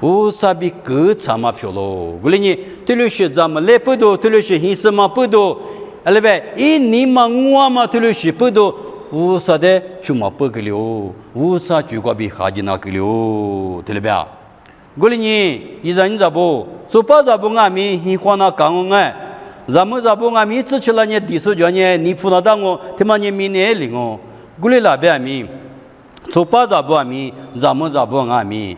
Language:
Lisu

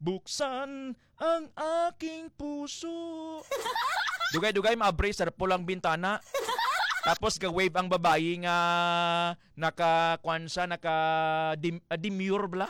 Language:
Hiligaynon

